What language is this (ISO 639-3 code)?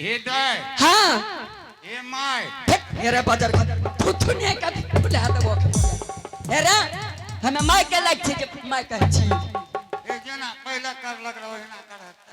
anp